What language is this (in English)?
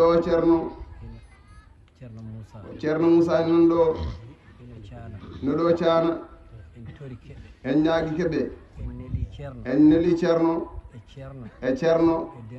Fula